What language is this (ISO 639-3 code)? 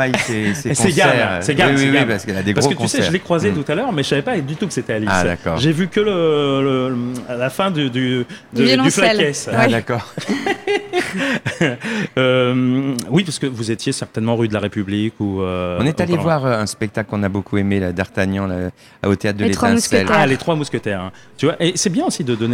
fra